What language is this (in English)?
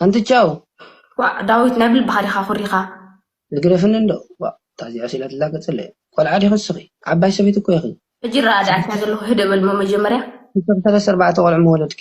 Tigrinya